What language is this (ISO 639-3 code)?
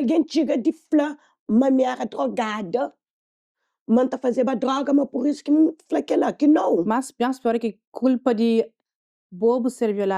kea